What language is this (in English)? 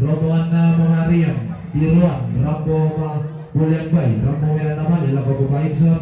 Toraja-Sa'dan